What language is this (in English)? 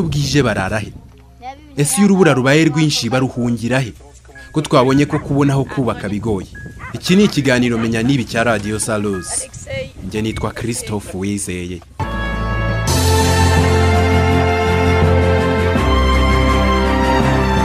Kinyarwanda